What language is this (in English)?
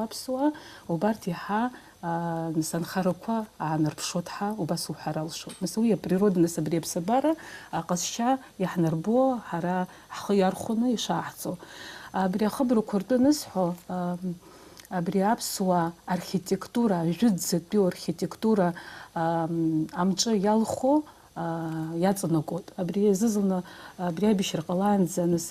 Abkhazian